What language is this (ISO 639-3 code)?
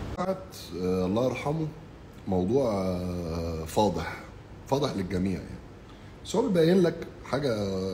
arz